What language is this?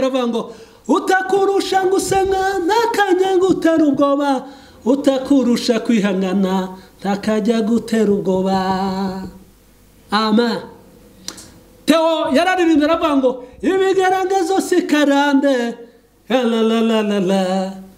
Kinyarwanda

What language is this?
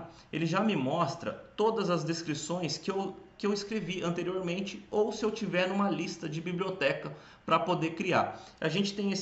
Portuguese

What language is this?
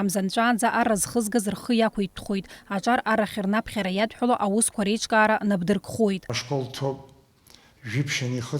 Abkhazian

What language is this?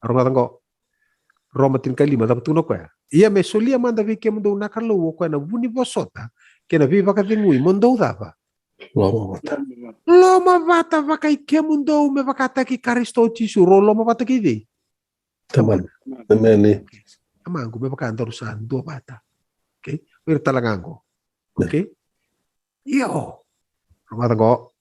Fijian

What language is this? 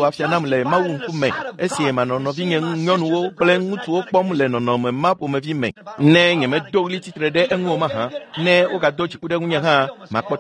Ewe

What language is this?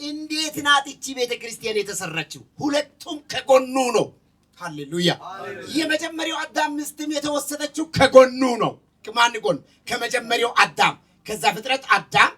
Amharic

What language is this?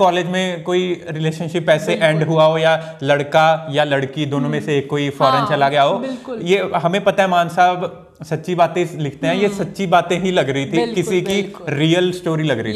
Hindi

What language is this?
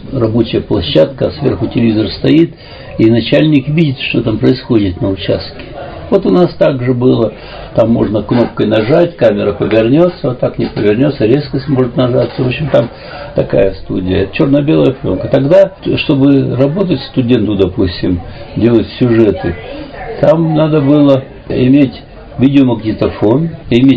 Russian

